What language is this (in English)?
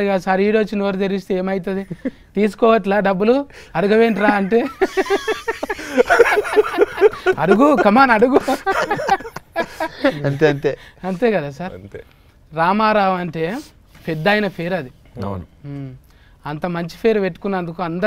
Telugu